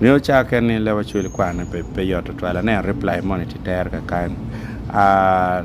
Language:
Acoli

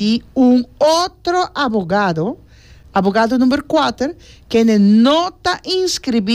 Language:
Papiamento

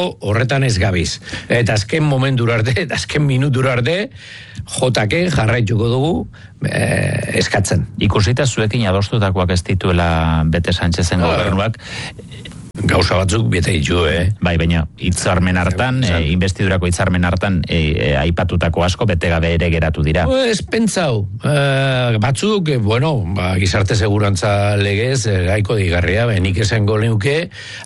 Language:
Basque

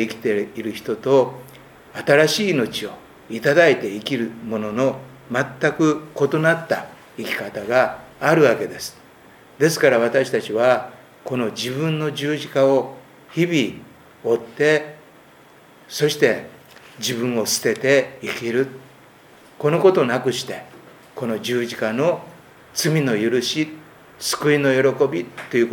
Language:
Japanese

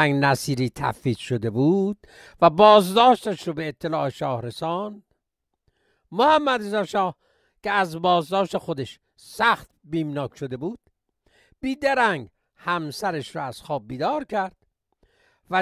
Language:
Persian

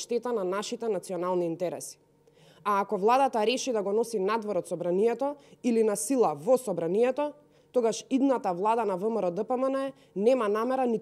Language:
Macedonian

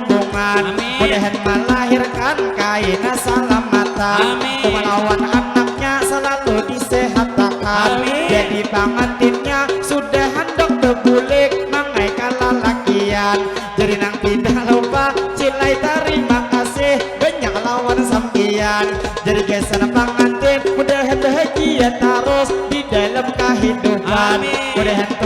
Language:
Banjar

